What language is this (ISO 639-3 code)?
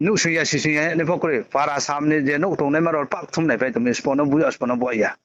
ria